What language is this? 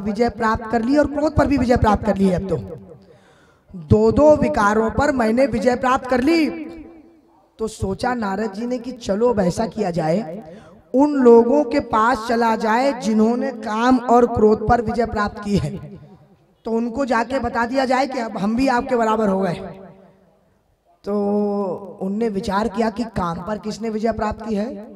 Hindi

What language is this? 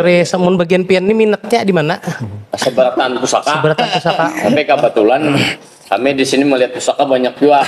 Banjar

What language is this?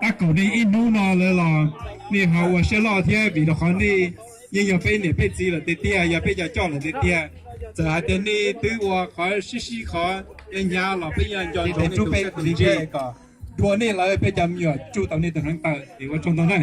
Hmong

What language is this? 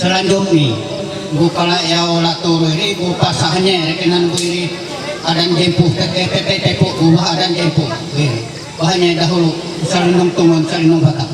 Ma'anyan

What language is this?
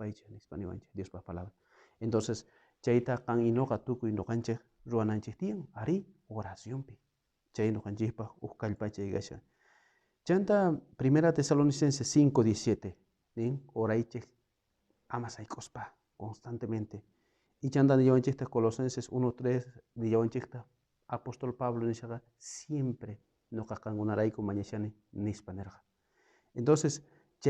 South Bolivian Quechua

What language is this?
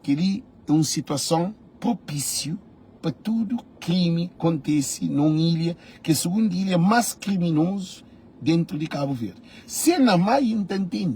Kabuverdianu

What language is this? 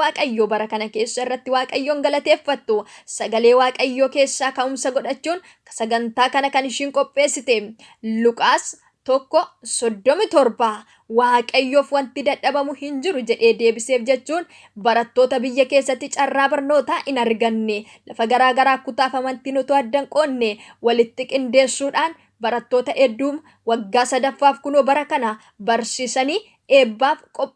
Oromo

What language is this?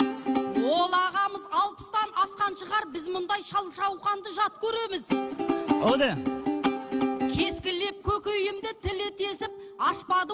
Kazakh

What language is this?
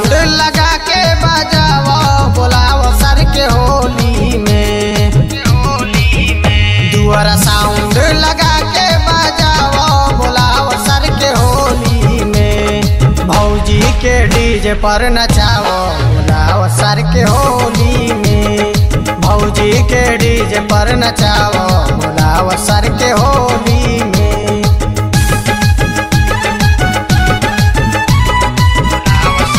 Bhojpuri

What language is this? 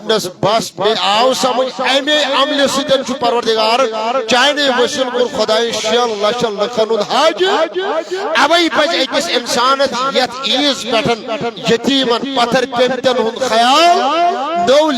Kashmiri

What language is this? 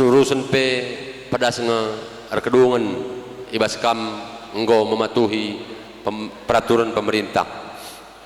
Batak Karo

